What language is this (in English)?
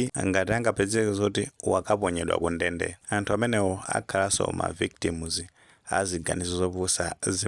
Nyanja